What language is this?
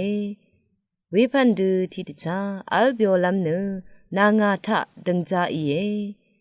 Rawang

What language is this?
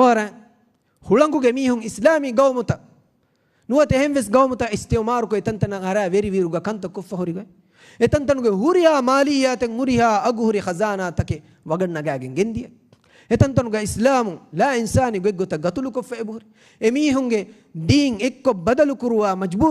Divehi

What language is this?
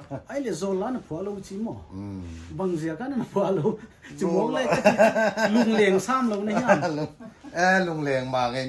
Paite Chin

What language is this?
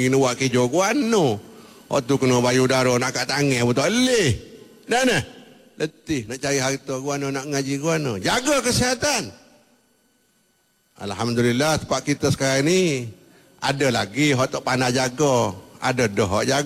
Malay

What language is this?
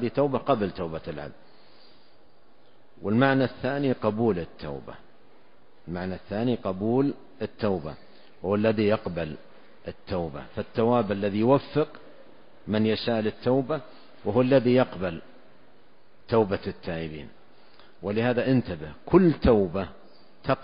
Arabic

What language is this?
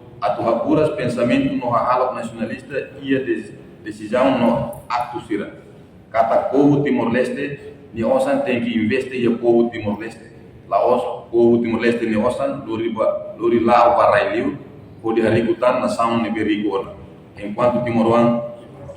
Tetum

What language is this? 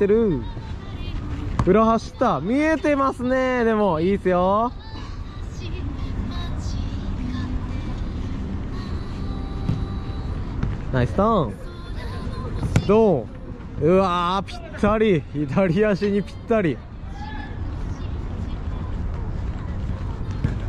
Japanese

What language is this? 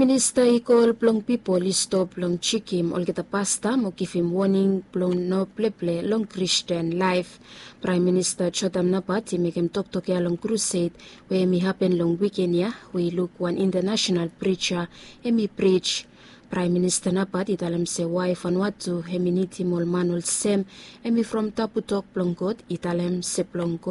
Bislama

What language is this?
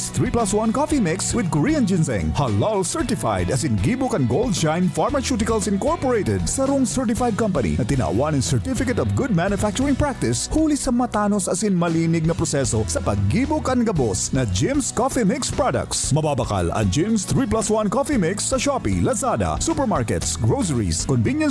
Bikol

